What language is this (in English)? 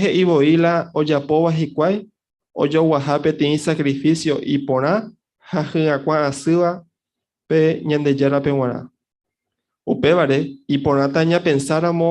Guarani